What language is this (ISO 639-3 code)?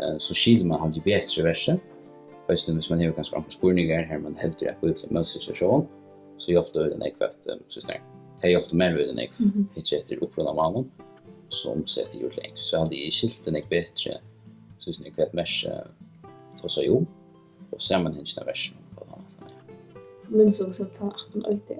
fao